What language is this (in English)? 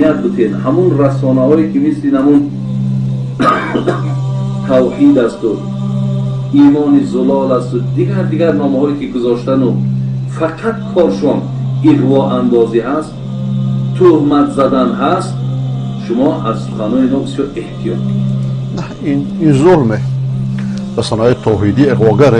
Persian